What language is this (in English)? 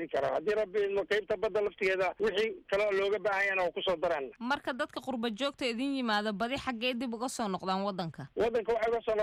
Somali